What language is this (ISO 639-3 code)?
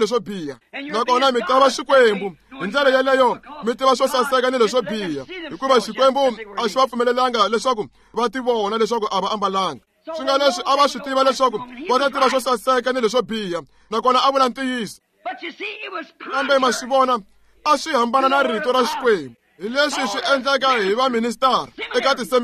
tso